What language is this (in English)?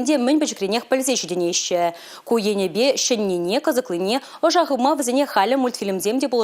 Chuvash